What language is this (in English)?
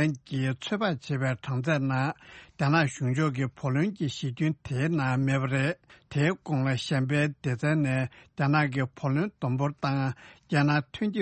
Tibetan